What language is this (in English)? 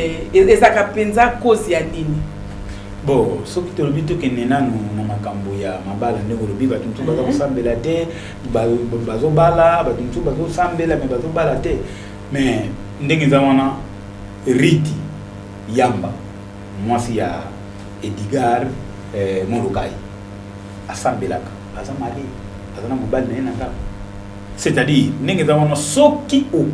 Lingala